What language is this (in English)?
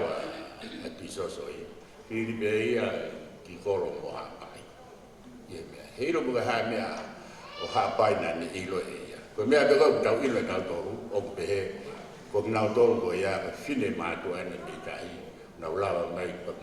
Tongan